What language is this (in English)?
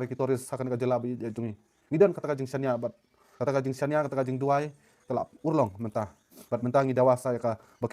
Khasi